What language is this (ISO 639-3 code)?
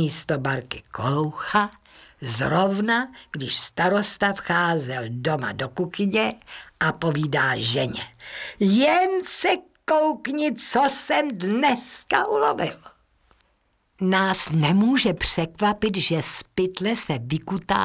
ces